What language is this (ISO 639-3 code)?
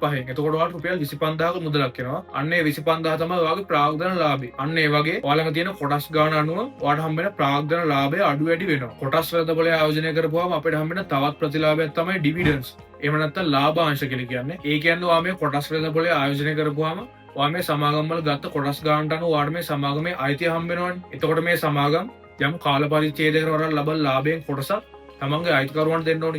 sin